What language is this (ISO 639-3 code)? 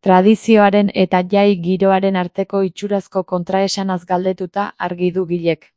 eus